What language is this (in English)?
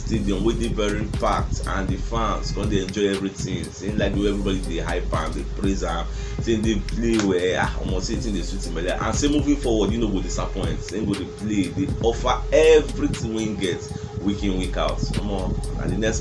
Nigerian Pidgin